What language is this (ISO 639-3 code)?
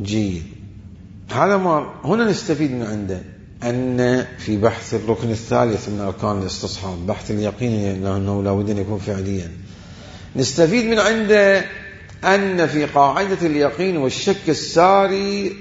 acm